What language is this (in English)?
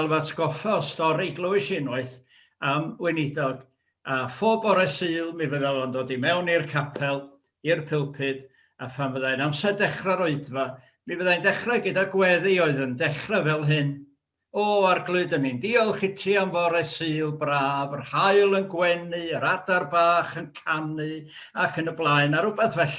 Welsh